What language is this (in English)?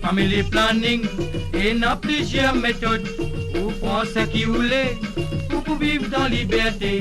Morisyen